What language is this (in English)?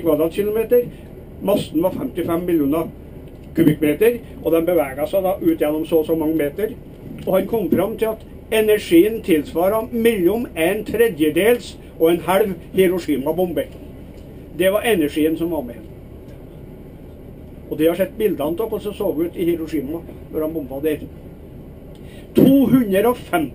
Norwegian